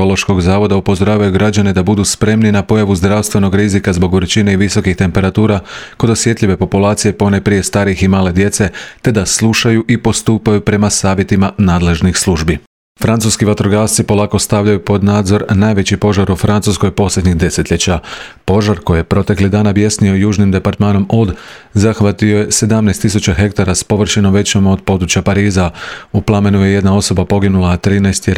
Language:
Croatian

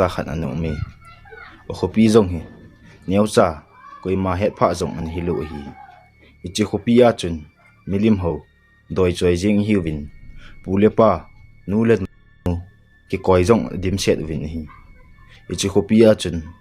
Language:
Thado Chin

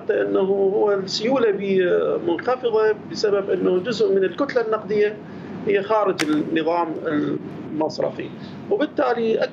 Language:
Mesopotamian Arabic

